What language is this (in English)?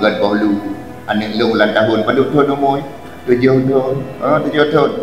Achinese